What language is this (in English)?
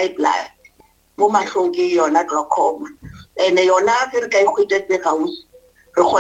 Northern Sotho